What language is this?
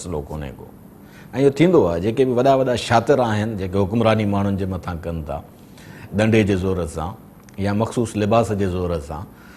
Sindhi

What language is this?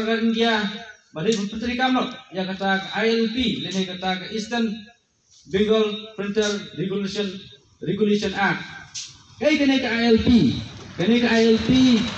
Khasi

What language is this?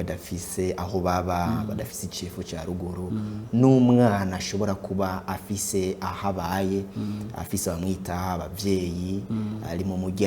Rundi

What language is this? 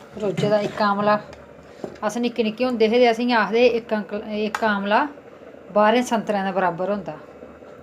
Dogri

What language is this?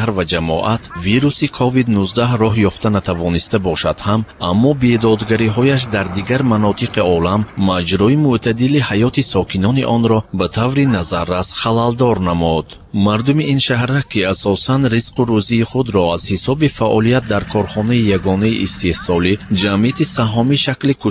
Tajik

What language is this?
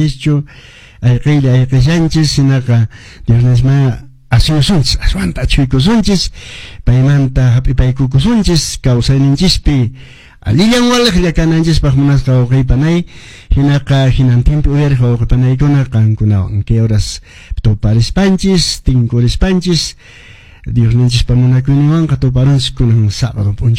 Quechua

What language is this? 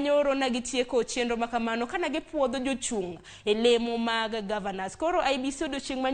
Luo (Kenya and Tanzania)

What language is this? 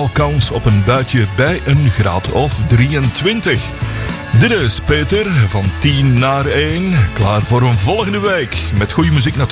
Dutch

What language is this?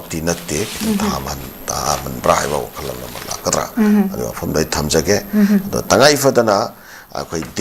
Manipuri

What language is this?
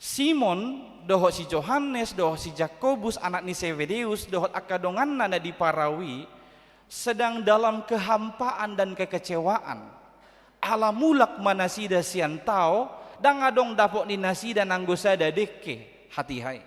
Batak Toba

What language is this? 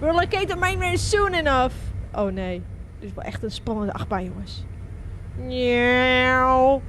Western Frisian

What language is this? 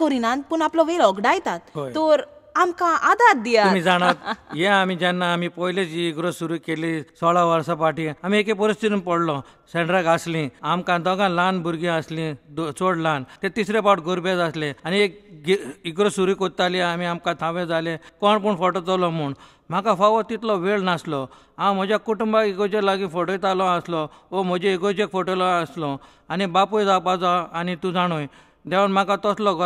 Konkani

